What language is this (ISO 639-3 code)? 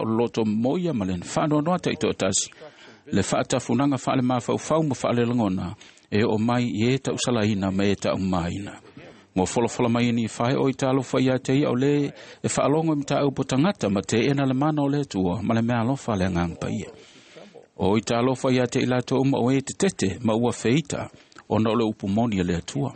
smo